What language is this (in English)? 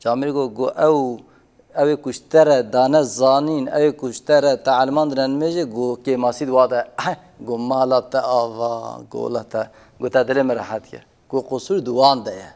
Kurdish